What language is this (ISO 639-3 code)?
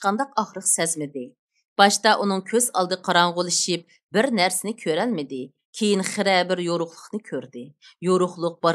uig